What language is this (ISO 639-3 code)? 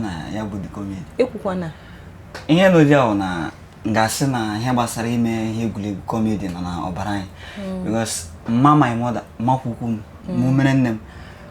ibo